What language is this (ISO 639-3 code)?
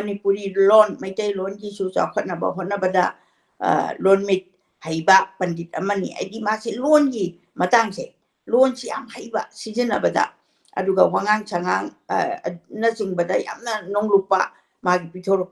mni